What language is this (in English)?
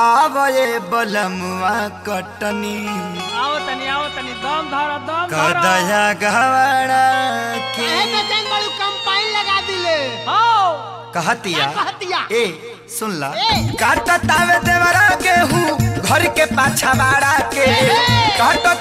Bhojpuri